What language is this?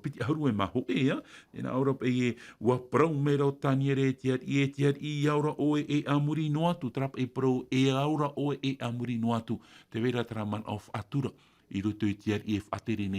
Tahitian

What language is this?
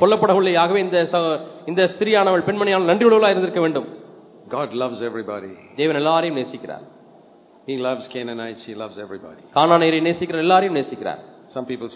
Tamil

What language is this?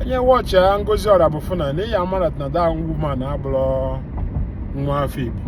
Igbo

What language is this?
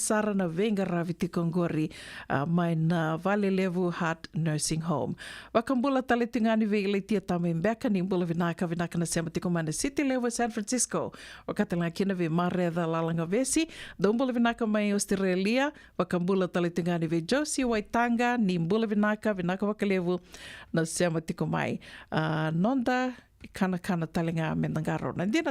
Fijian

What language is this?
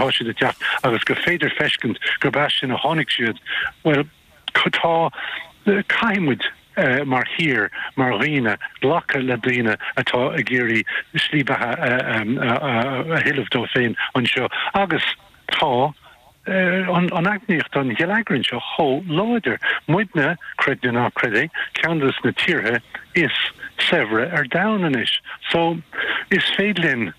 Irish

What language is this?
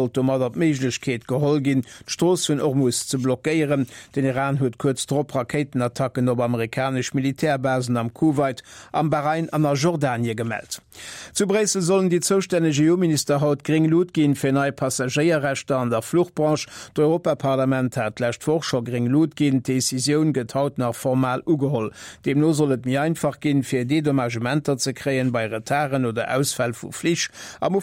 Luxembourgish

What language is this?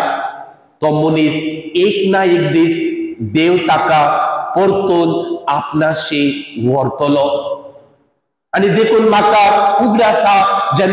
Konkani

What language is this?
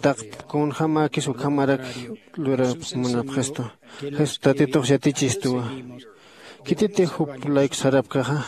Aymara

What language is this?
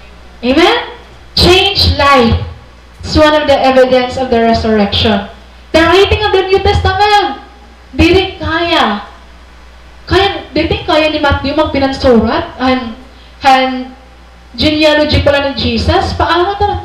Waray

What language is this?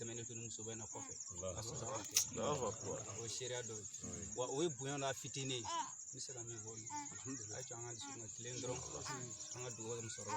Bambara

